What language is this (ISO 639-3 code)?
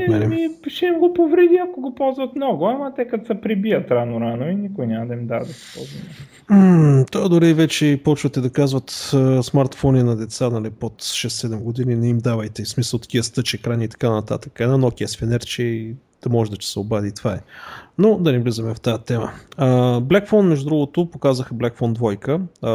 bul